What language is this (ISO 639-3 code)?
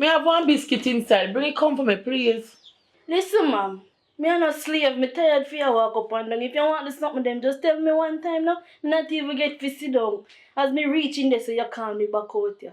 jam